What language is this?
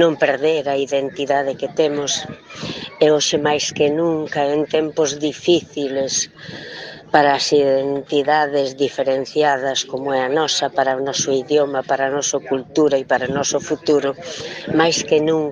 Galician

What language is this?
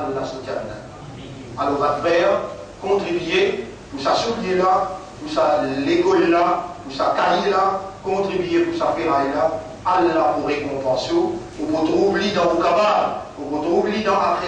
Morisyen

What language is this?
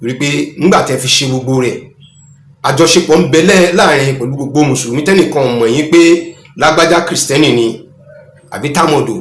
Yoruba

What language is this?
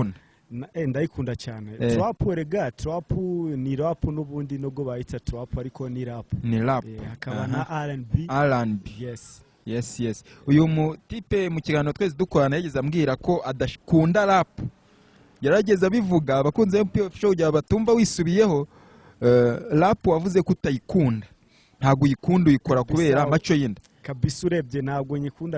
Kinyarwanda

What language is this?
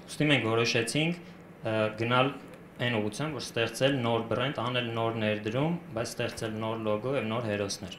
Armenian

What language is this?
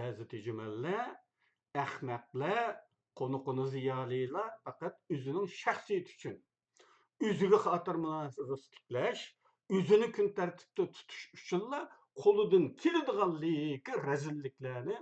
Uyghur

